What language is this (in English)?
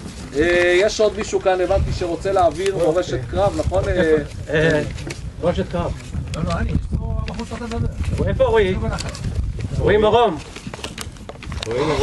Hebrew